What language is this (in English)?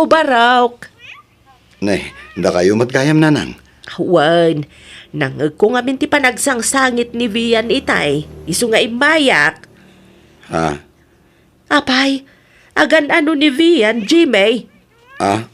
Iloko